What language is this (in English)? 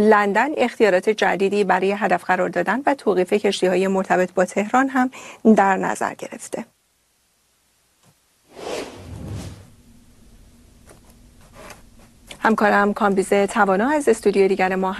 Persian